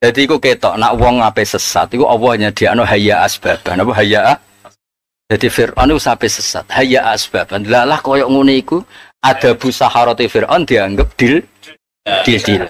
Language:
Javanese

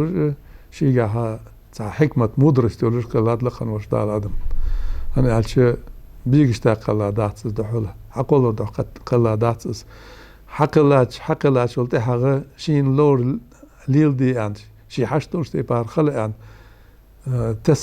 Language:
Ingush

